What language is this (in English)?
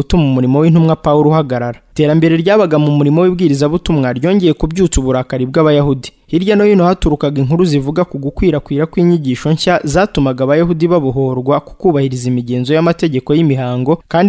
Kinyarwanda